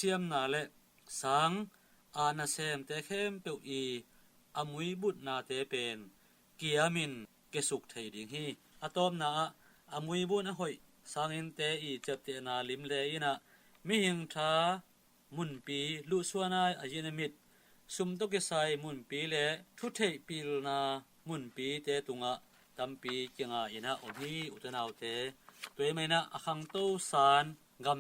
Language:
Tedim Chin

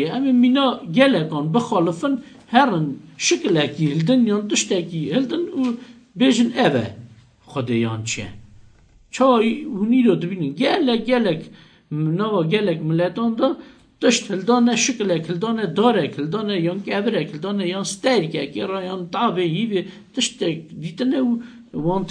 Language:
Kurdish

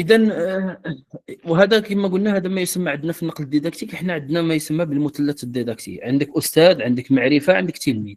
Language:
Moroccan Arabic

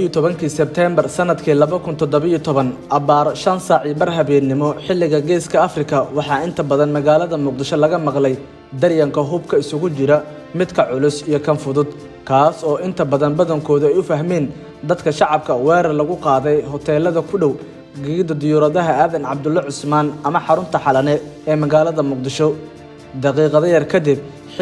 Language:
Somali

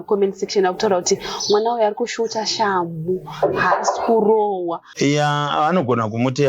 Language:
Shona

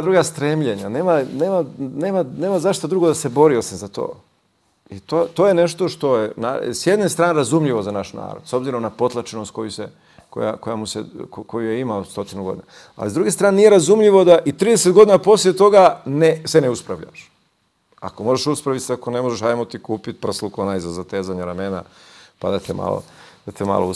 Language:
Croatian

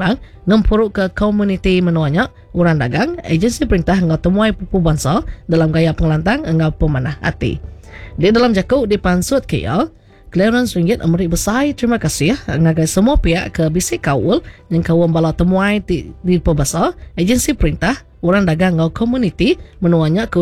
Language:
Iban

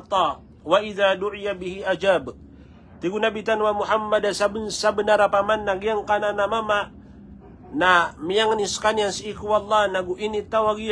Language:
Maranao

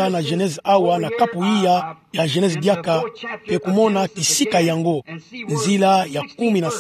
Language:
Kituba (Democratic Republic of Congo)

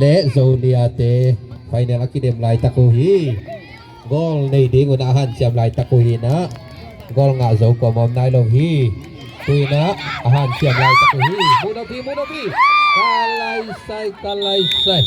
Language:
Tedim Chin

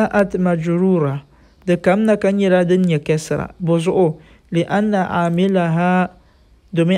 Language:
Dagbani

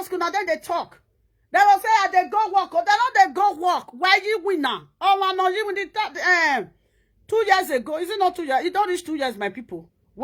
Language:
Nigerian Pidgin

